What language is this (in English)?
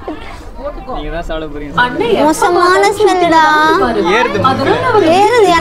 Tamil